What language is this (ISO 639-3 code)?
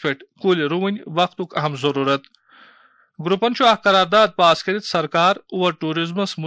kas